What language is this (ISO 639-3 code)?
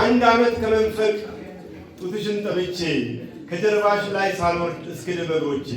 amh